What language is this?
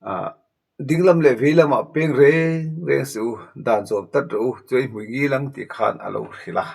Mizo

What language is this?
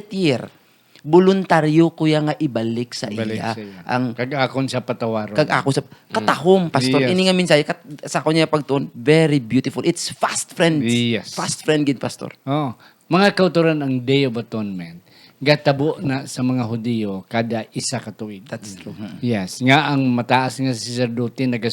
Hiligaynon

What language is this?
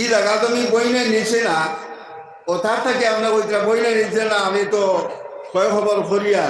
Sylheti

